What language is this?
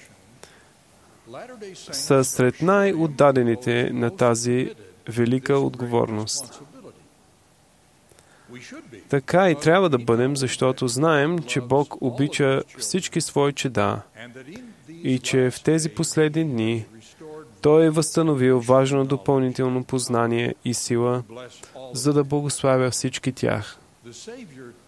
Bulgarian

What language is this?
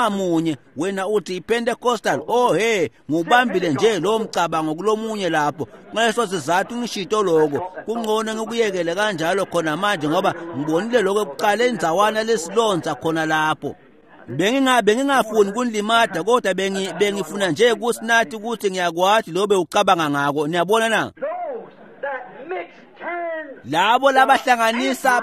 Swati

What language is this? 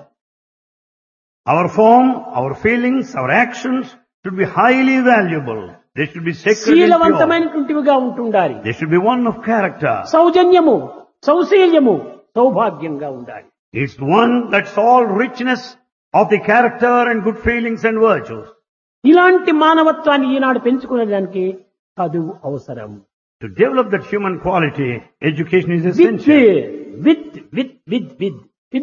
Telugu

